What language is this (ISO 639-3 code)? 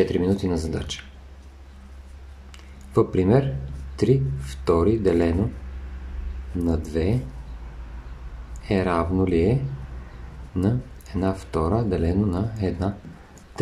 bul